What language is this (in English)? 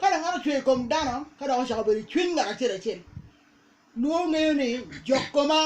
Acoli